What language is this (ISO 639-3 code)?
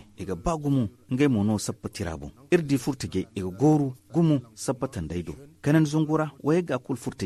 dje